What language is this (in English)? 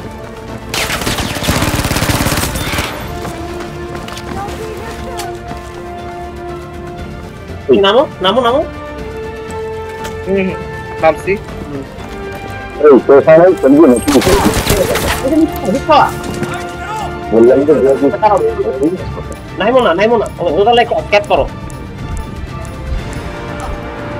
Bangla